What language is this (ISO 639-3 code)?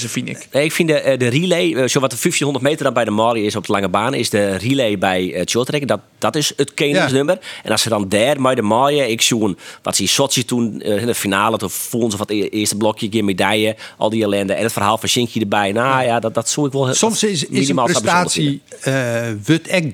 fry